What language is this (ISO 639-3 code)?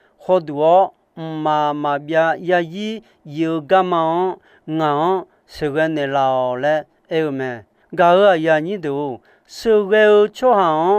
ahk